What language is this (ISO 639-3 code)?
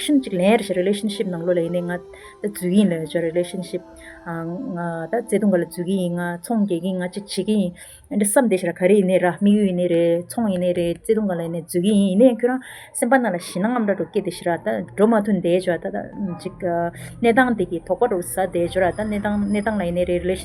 bod